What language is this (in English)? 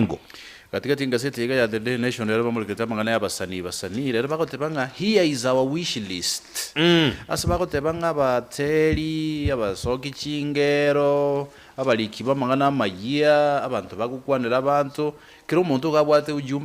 Gusii